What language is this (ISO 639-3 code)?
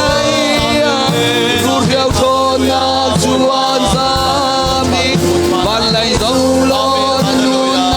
cnh